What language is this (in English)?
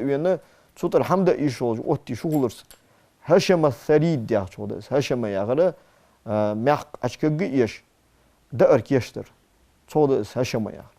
Ingush